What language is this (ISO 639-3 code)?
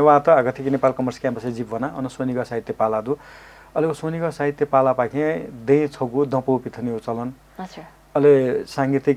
new